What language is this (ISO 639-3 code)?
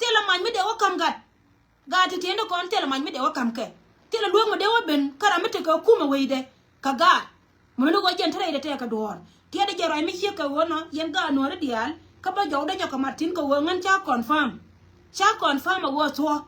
nus